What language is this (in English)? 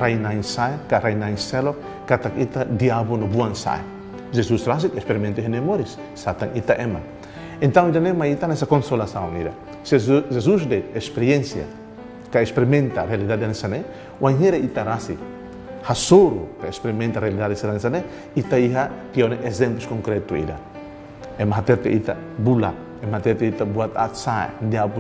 Tetum